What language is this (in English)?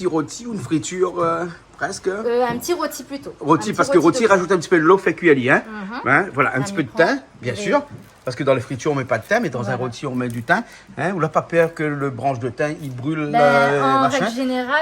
Réunion Creole French